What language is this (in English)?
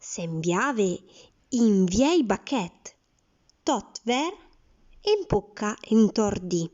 Arpitan